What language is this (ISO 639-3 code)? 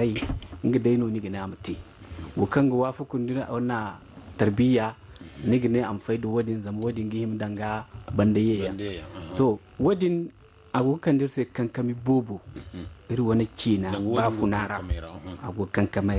dje